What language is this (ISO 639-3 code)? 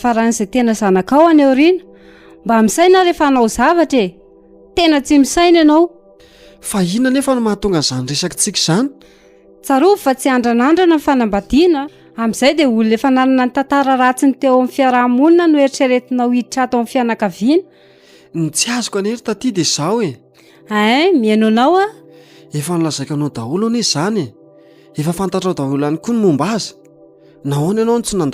mlg